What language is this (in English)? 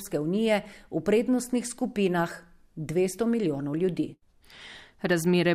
Slovenian